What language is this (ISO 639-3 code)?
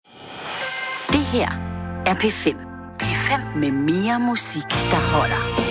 dan